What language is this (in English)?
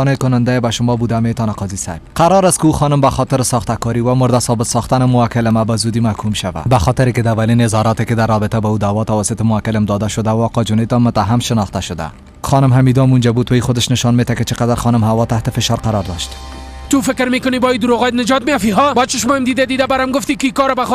Persian